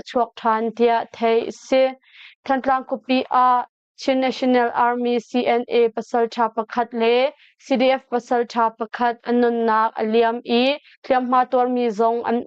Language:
Hakha Chin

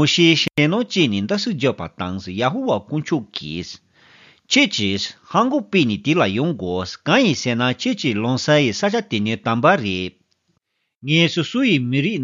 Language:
Tibetan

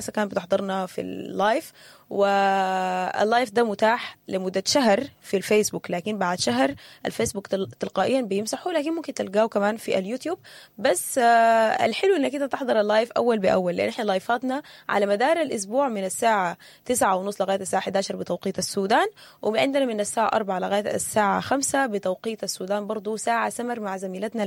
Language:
Sudanese Arabic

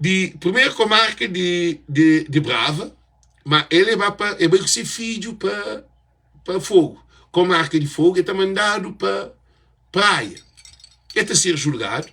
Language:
Kabuverdianu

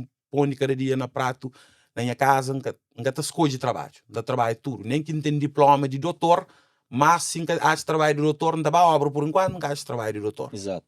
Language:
Kabuverdianu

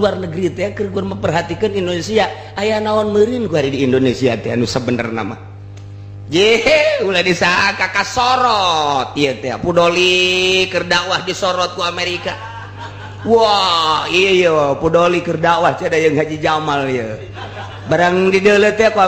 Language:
Sundanese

